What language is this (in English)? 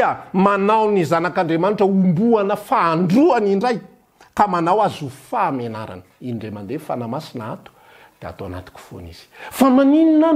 Malagasy